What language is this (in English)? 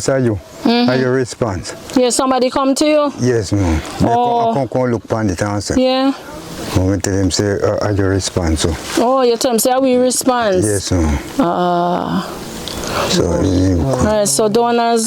Jamaican Creole English